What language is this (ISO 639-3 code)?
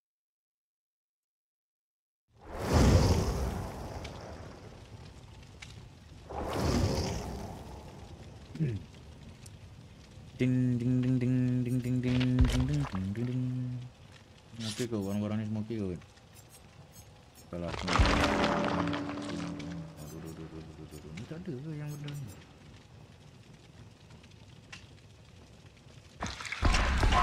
msa